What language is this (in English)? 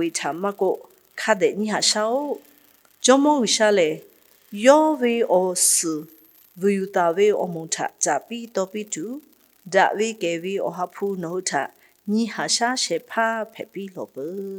Lahu